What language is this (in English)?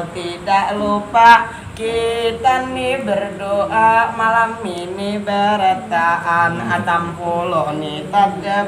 Banjar